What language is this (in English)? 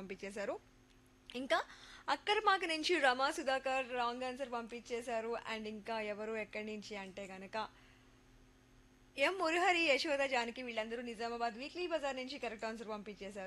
Telugu